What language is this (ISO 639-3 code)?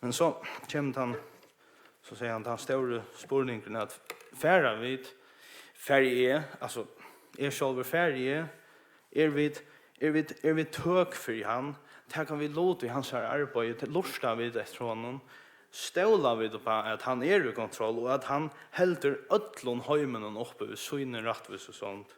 fao